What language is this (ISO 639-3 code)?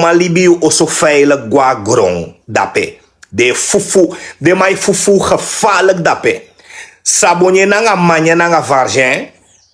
srn